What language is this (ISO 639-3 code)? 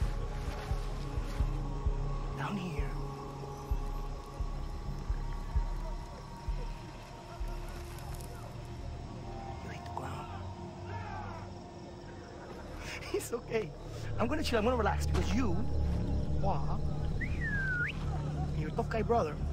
eng